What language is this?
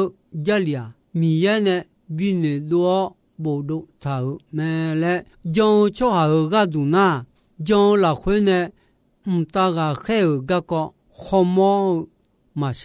Akha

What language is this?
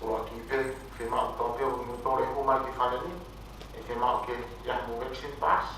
Tongan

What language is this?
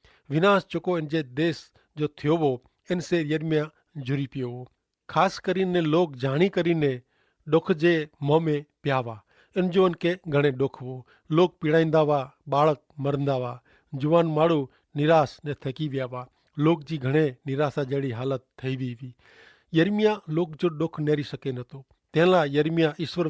Kachhi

